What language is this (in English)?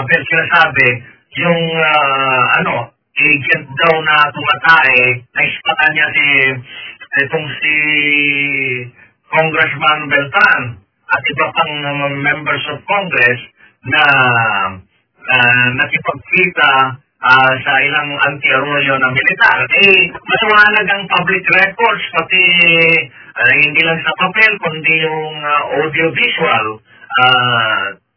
Filipino